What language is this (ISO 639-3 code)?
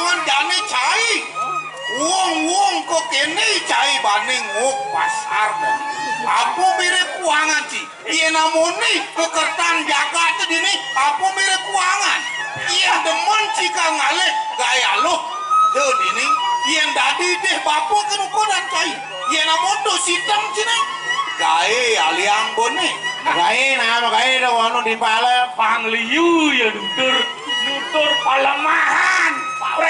ban